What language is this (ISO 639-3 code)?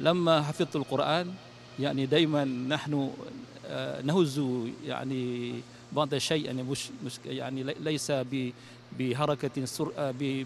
ars